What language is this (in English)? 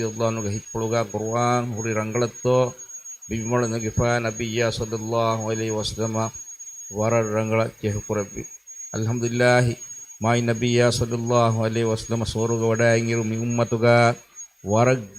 Divehi